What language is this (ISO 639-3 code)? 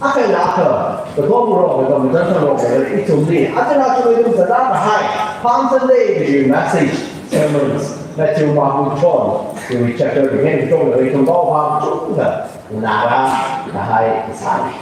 nmf